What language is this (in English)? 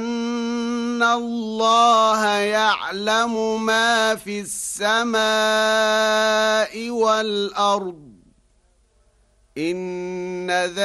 Arabic